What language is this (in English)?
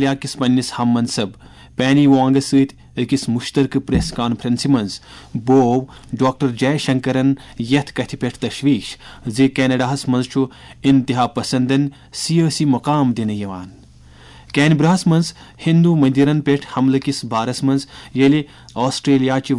Kashmiri